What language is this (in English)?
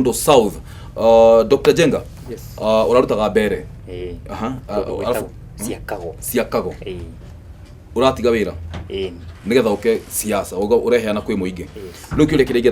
Kikuyu